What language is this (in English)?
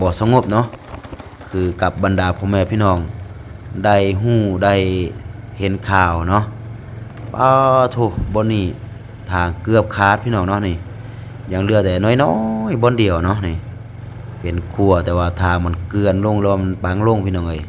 Lao